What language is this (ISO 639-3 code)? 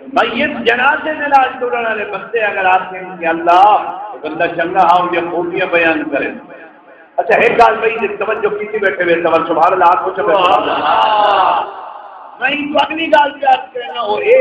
skr